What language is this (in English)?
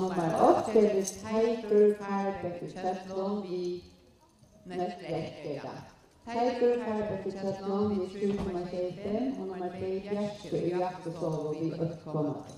Faroese